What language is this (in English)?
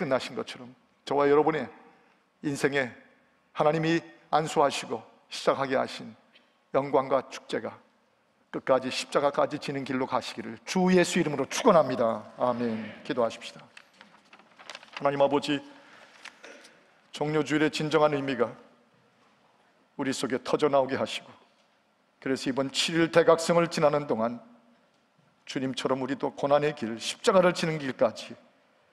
Korean